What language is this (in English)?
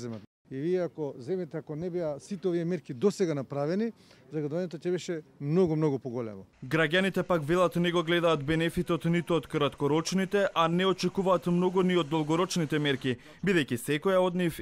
Macedonian